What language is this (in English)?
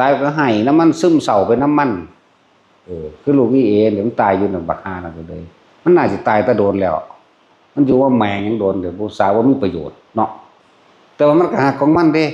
Northeastern Thai